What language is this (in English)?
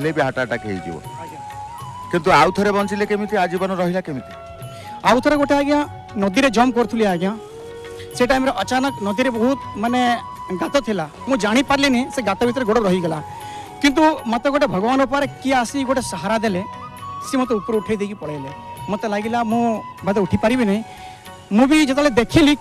Odia